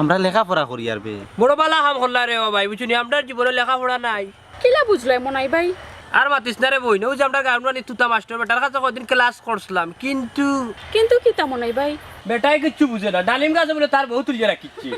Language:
Sylheti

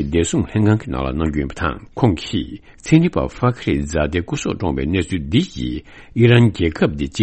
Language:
Tibetan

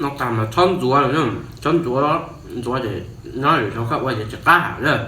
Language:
Hmong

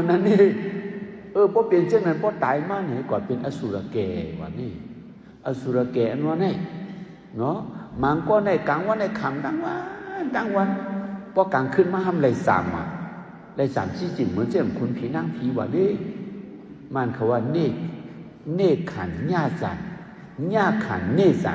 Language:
Shan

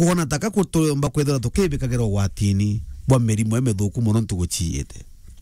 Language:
Meru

